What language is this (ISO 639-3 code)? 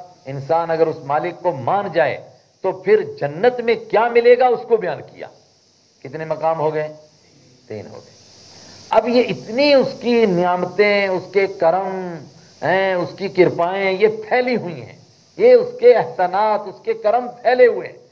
urd